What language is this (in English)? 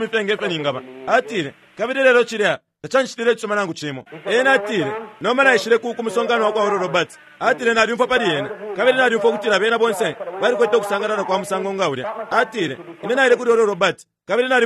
Bemba